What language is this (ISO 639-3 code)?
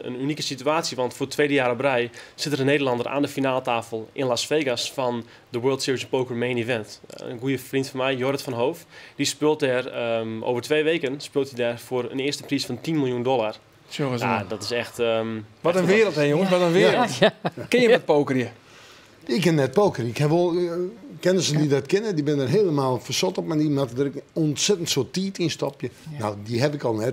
fry